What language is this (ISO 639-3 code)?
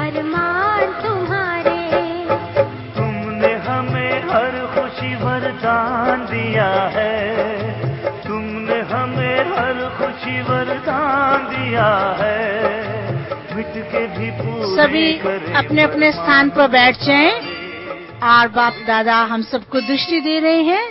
hin